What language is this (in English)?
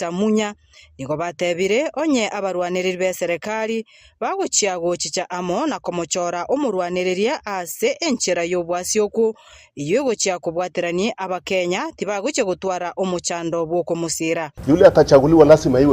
Gusii